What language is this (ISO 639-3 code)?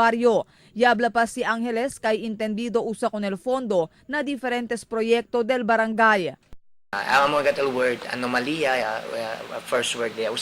cbk